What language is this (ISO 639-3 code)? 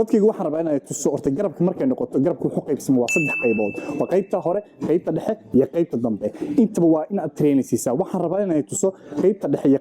som